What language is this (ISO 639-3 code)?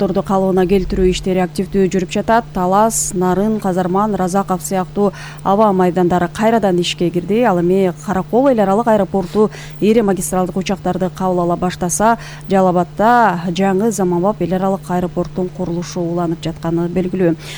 kir